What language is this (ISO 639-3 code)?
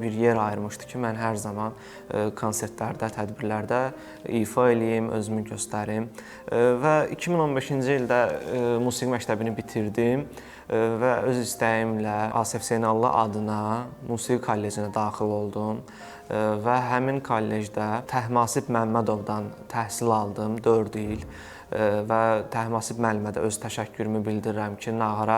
aze